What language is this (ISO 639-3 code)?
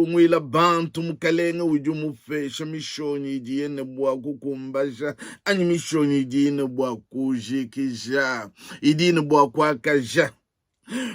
lua